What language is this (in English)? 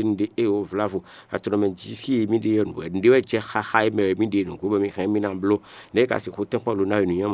Fon